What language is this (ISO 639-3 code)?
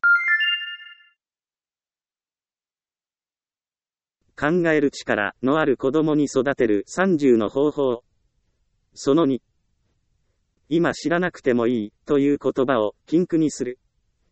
jpn